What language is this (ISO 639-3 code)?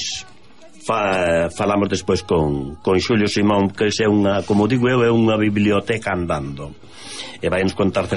glg